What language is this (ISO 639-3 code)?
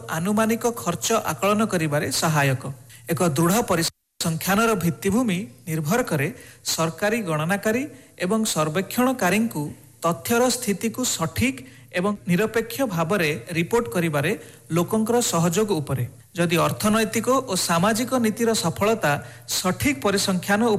ori